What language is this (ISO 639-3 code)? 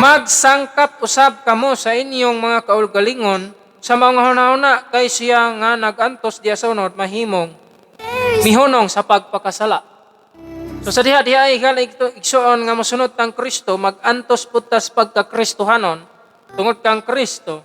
ceb